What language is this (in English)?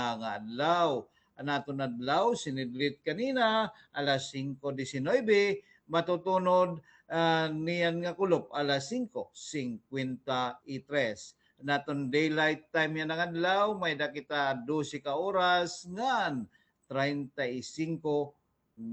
Waray